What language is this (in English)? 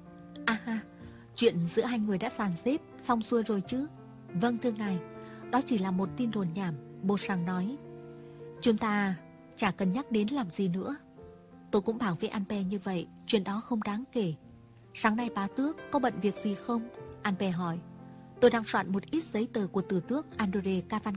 Vietnamese